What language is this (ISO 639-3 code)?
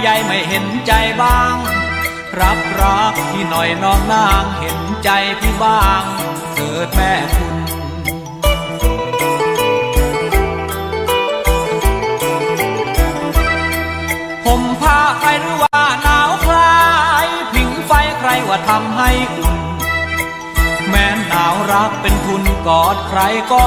tha